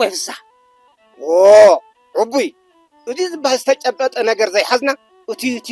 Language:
Tigrinya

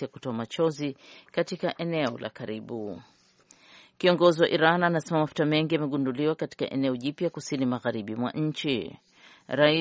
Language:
Swahili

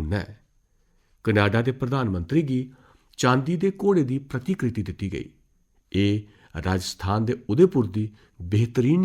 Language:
Dogri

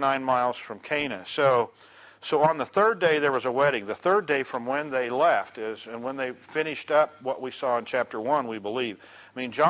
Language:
English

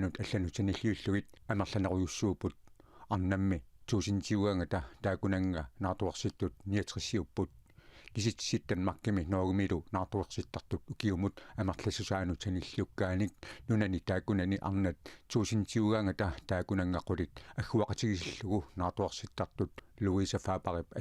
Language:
Kalaallisut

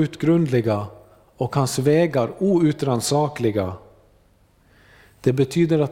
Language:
Swedish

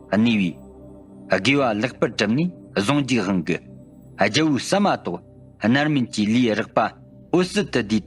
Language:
Tibetan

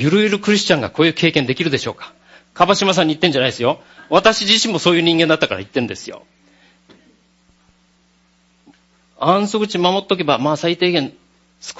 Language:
Japanese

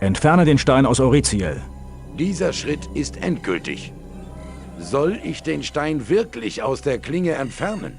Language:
Bavarian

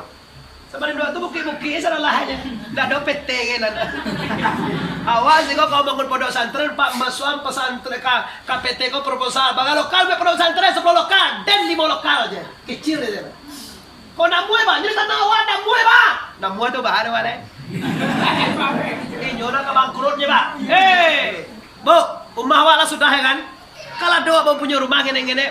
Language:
Minangkabau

